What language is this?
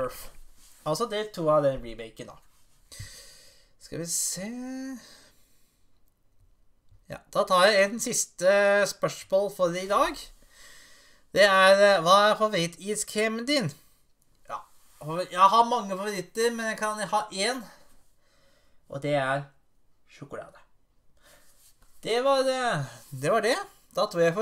Norwegian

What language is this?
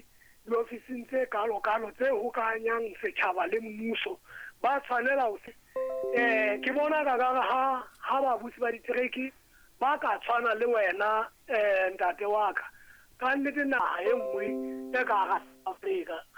Southern Sotho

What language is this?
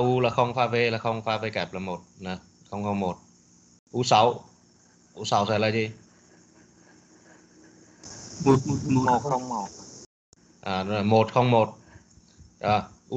Vietnamese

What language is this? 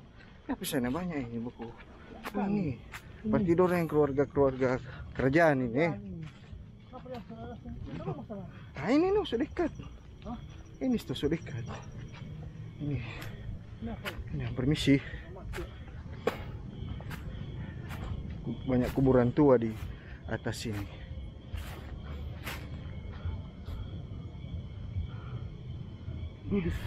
Manado Malay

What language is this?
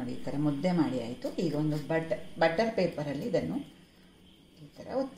Kannada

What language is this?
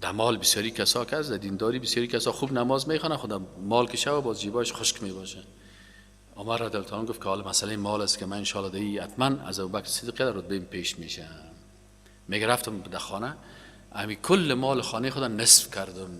Persian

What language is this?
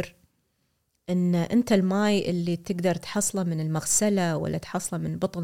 Gulf Arabic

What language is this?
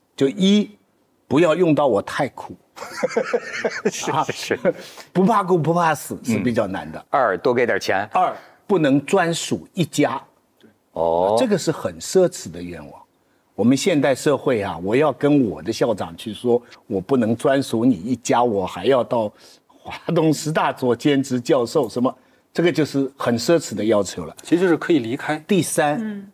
Chinese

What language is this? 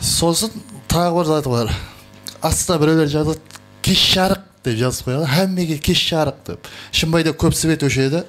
Kara-Kalpak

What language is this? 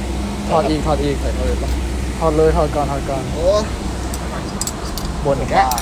Thai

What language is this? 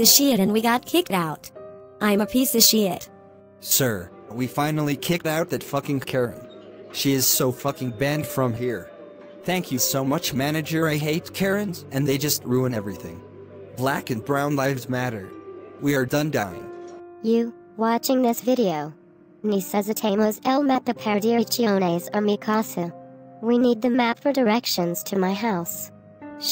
English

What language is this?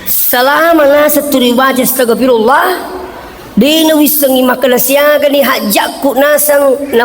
Buginese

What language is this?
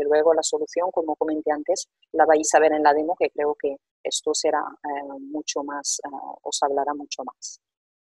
Spanish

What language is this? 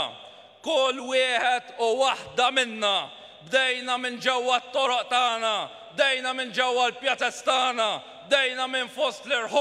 Maltese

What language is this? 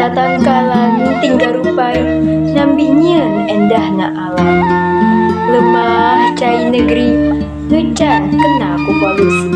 Sundanese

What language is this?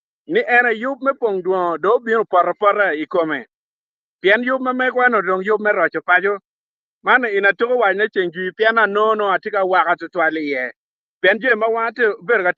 Acoli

